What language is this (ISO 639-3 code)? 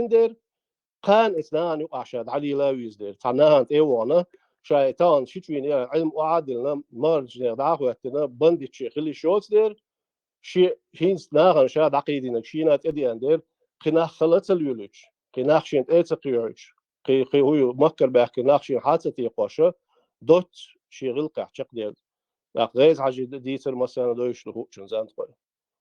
che